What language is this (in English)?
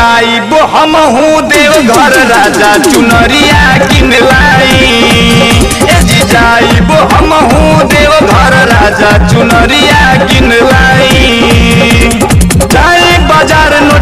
Bhojpuri